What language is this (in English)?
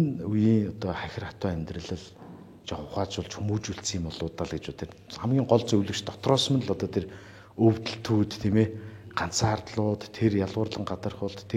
Mongolian